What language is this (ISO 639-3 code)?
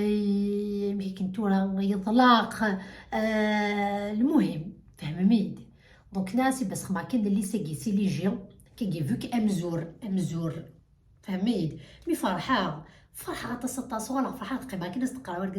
kab